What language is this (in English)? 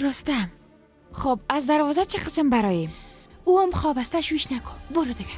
Persian